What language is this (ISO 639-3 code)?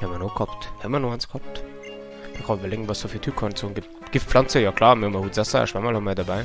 bar